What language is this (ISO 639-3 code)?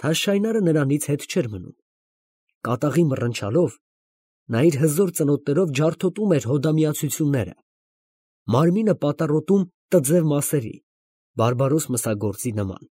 hye